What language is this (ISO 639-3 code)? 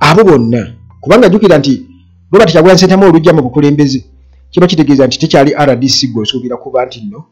lug